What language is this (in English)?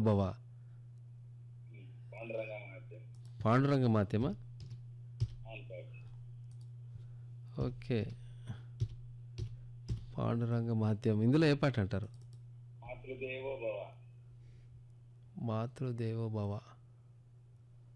Telugu